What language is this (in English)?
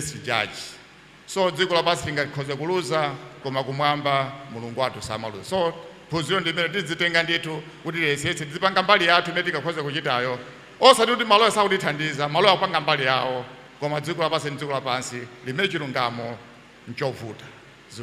Nyanja